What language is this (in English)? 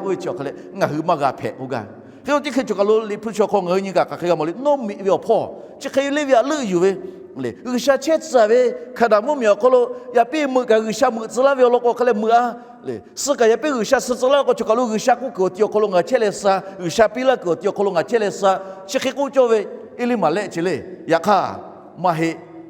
Lahu